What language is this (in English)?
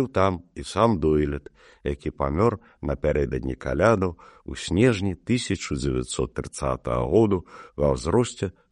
Belarusian